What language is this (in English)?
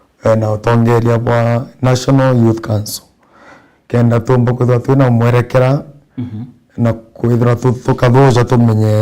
Meru